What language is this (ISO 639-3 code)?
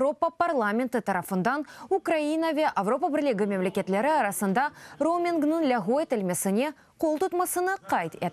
crh